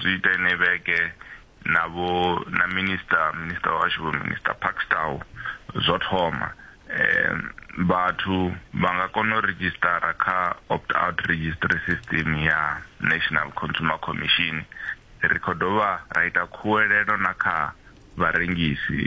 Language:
Venda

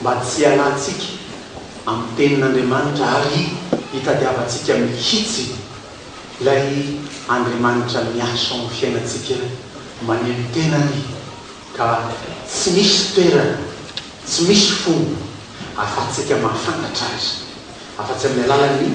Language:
Malagasy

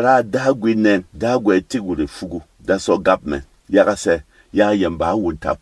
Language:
Berom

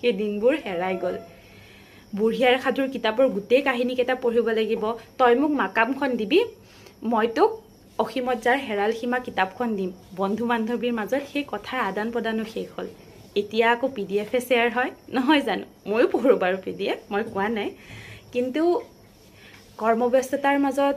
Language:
Assamese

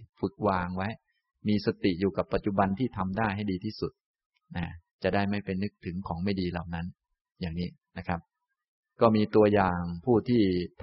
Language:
Thai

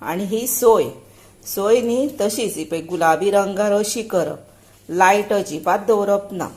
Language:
Konkani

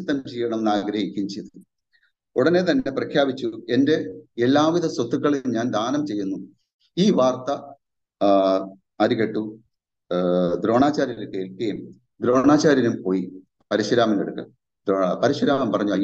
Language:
Malayalam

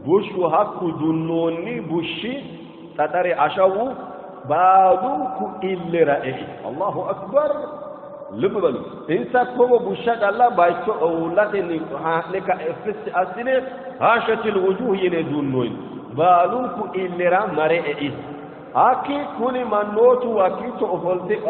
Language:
Sidamo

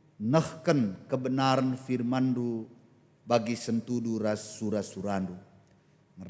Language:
Batak Karo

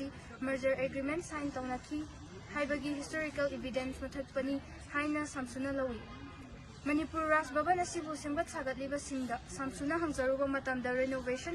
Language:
Manipuri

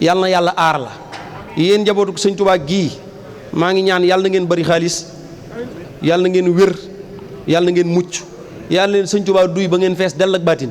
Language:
Wolof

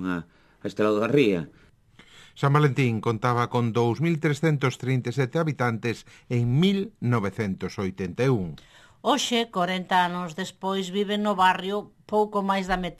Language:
Galician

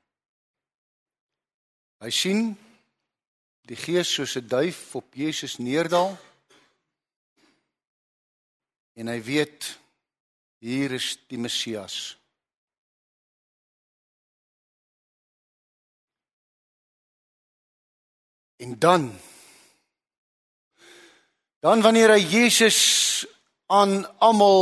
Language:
Afrikaans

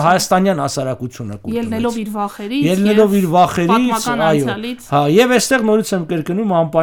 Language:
Armenian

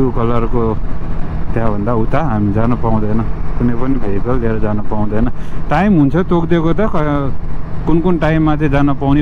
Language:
Nepali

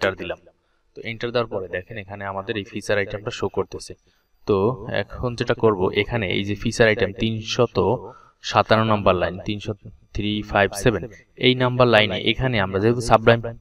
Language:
Bangla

